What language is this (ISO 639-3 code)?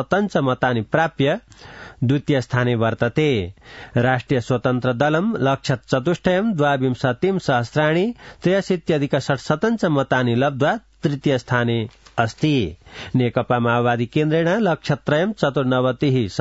san